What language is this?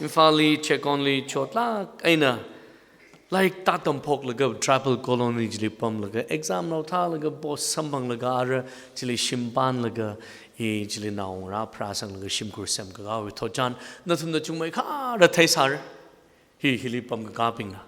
Tangkhul Naga (India)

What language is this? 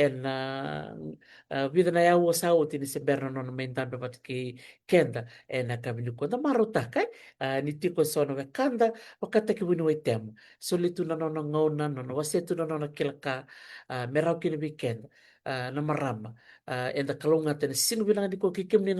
Fijian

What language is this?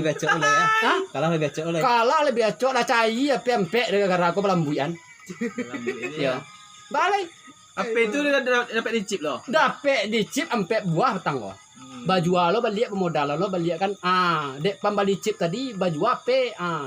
Minangkabau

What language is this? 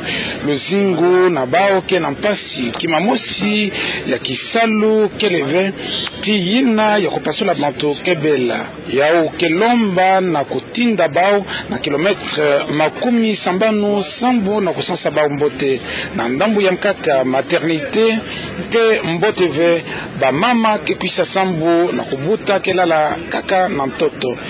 Kituba (Democratic Republic of Congo)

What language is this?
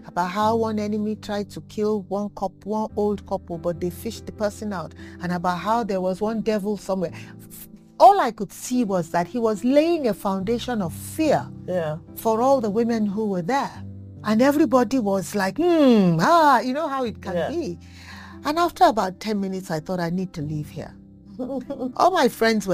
English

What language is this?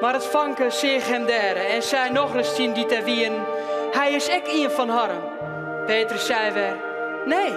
Western Frisian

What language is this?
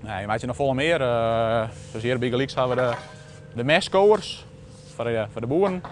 Western Frisian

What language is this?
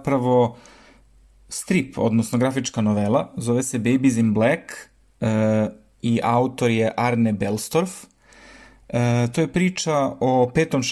Serbian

